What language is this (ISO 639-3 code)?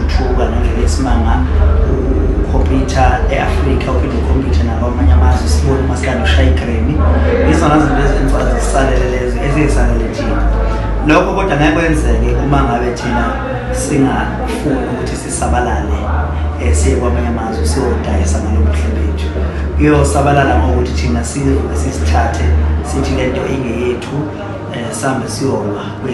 zul